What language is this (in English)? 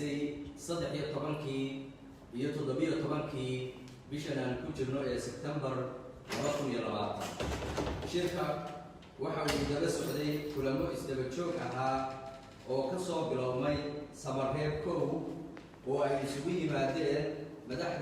Somali